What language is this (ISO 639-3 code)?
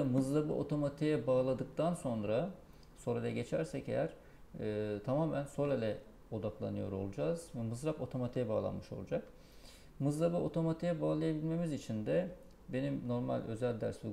tur